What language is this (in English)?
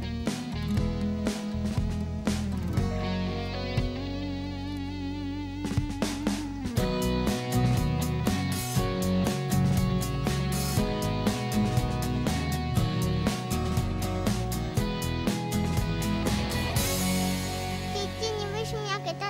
Chinese